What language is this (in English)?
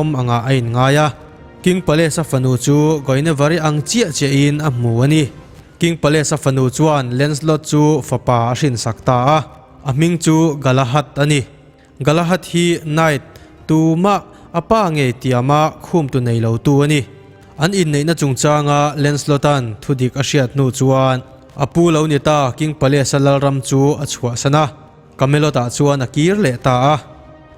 Mizo